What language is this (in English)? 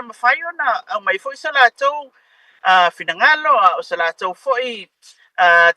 Samoan